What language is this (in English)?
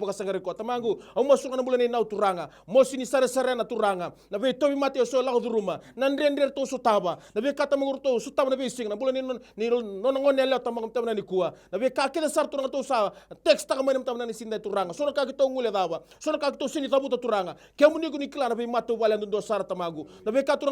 Fijian